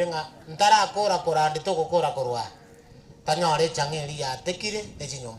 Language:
Gusii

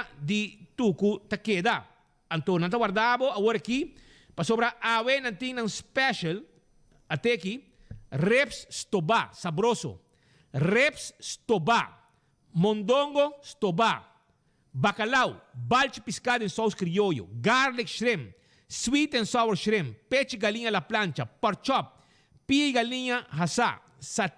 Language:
Papiamento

